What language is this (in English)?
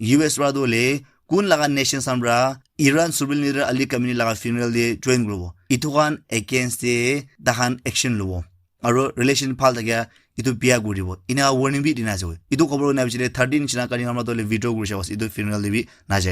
Naga Pidgin